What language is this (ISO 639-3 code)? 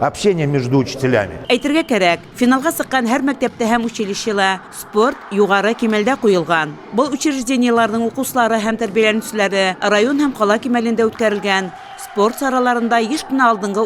bak